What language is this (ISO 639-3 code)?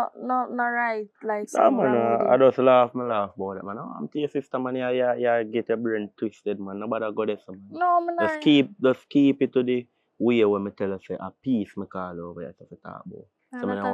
jam